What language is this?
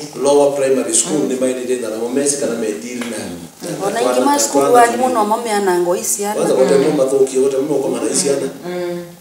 Kamba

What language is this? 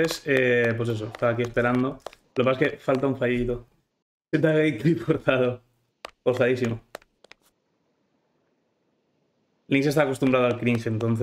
Spanish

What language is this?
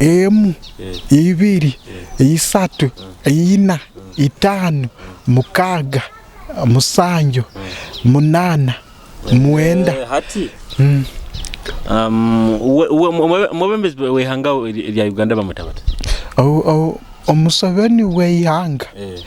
Nyoro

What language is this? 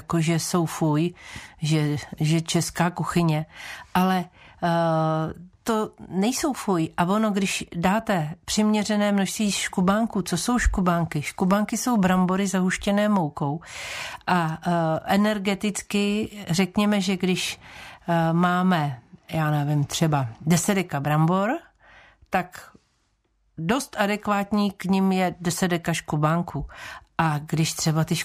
Czech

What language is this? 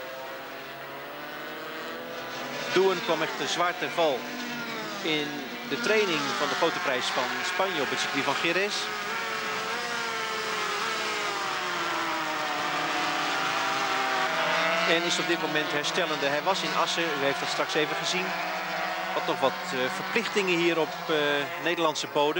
Dutch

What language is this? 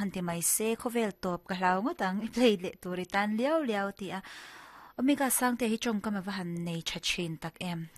Mizo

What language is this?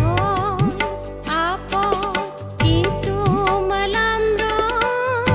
Karbi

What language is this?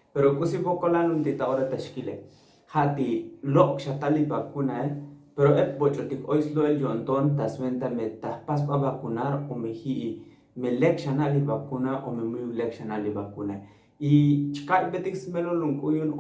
Tzotzil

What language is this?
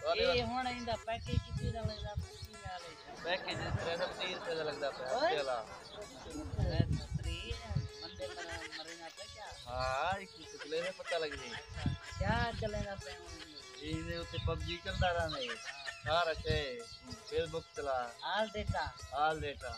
Saraiki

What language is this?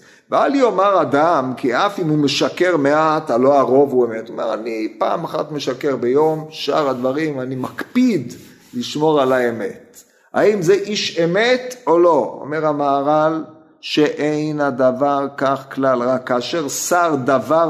Hebrew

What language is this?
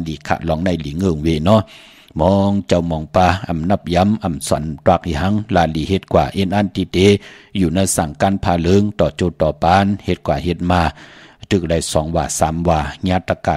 Shan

